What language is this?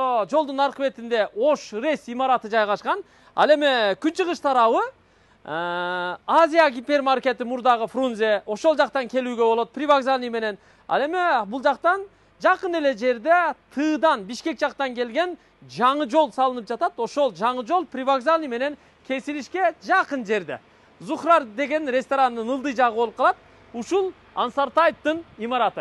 Kyrgyz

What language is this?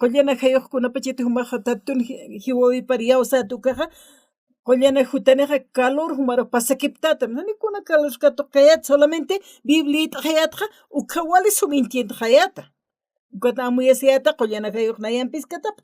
Aymara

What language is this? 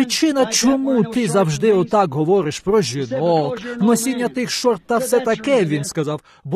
Ukrainian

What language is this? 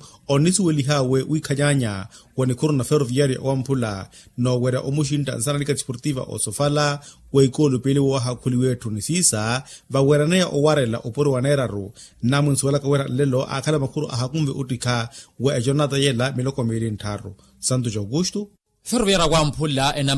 Makhuwa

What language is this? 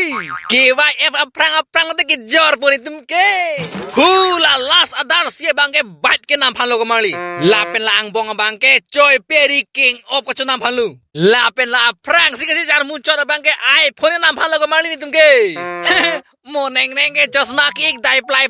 Karbi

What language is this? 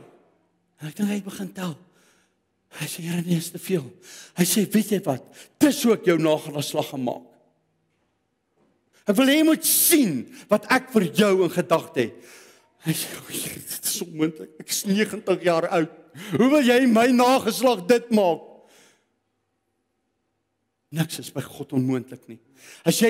Afrikaans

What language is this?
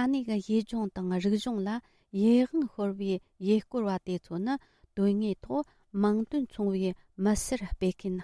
Tibetan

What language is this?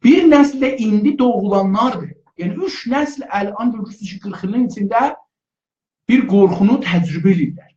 South Azerbaijani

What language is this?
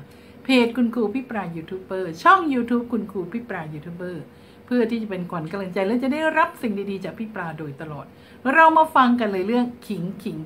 Thai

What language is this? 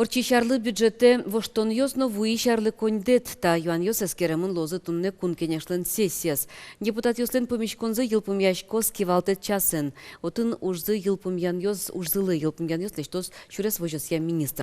Udmurt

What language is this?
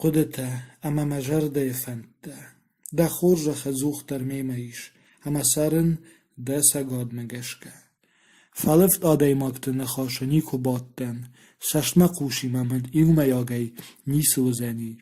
Ossetic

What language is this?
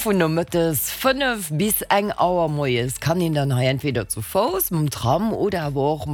Luxembourgish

